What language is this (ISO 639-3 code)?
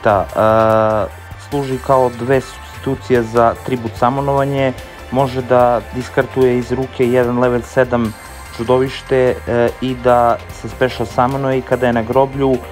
srp